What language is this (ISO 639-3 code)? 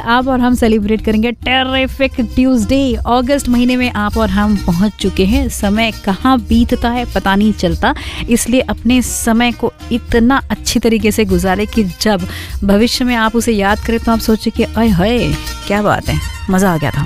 hin